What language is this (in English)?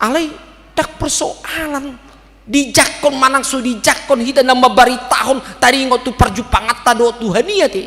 Batak Toba